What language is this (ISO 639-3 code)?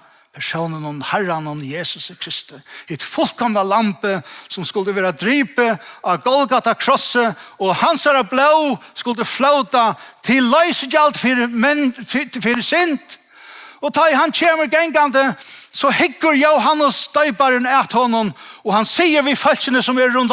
fao